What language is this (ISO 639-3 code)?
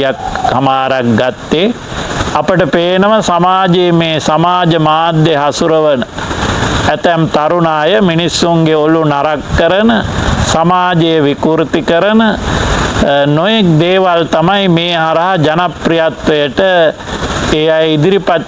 sin